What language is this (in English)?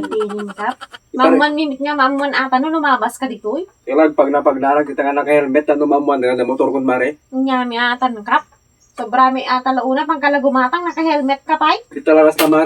Iloko